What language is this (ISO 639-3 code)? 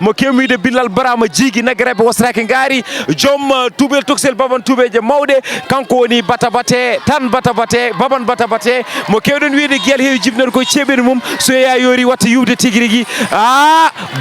ful